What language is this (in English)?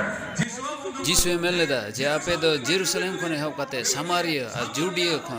Santali